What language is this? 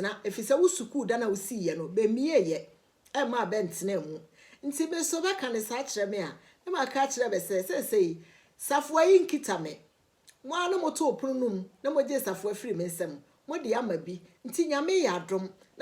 Akan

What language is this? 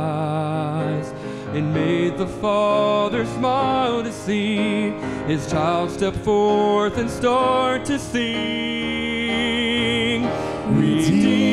English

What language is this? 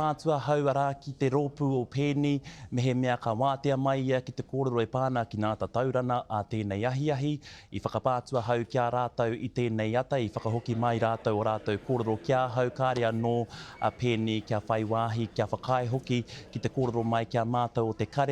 Māori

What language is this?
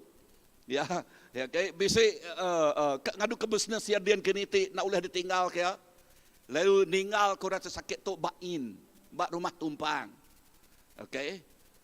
Iban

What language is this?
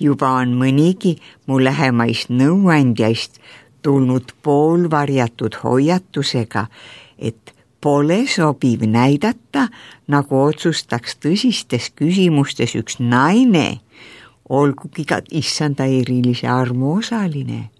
Estonian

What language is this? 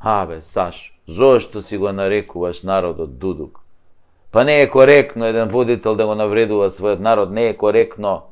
Macedonian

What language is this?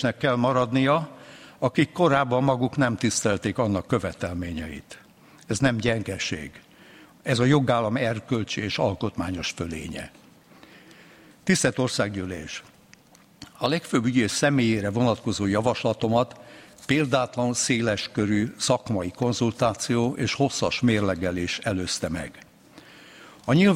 Hungarian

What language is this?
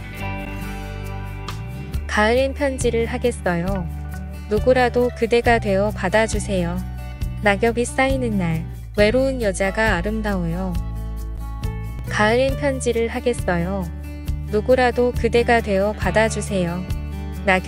Korean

